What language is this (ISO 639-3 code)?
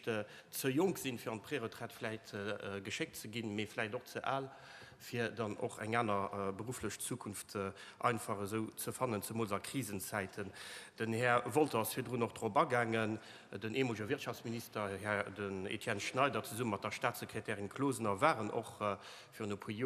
ltz